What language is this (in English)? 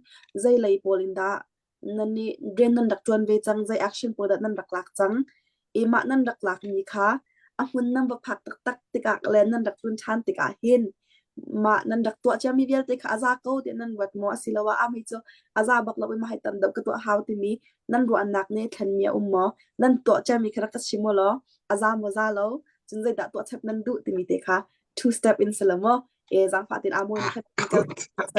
Hakha Chin